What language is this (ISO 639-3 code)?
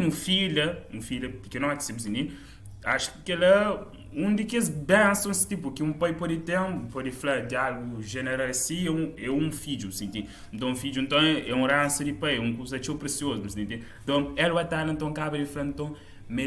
kea